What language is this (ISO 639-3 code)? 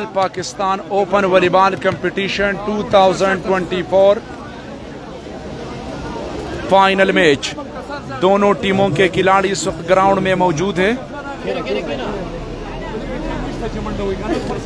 hin